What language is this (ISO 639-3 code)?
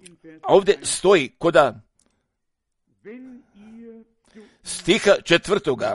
hrv